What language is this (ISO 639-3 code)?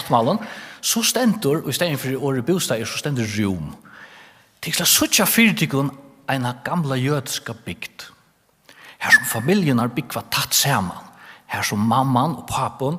fao